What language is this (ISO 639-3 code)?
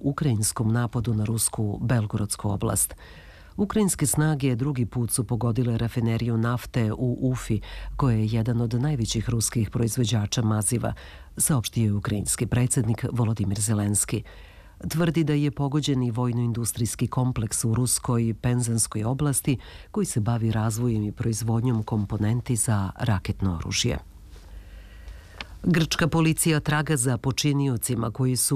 srp